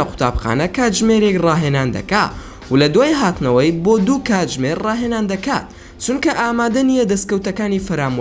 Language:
Central Kurdish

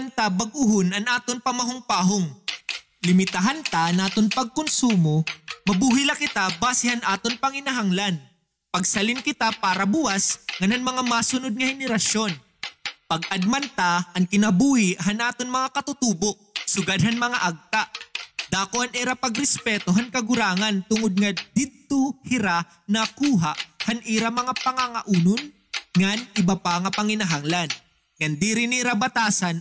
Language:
Waray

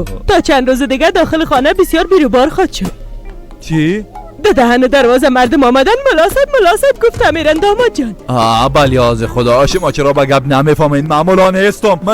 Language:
Persian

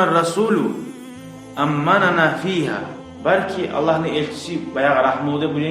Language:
Kumyk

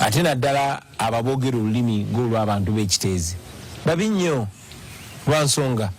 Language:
Ganda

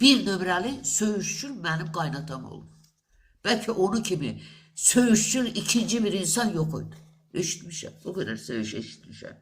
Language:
Azerbaijani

